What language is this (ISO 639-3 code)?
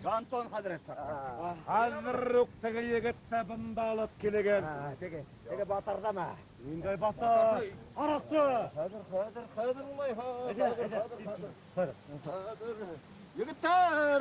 bak